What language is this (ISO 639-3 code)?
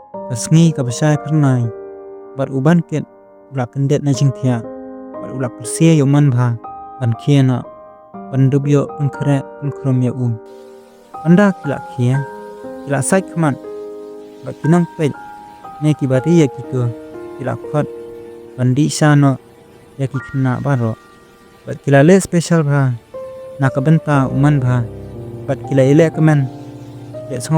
kha